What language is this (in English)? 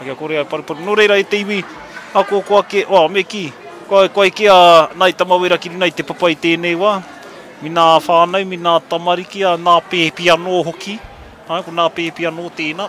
Māori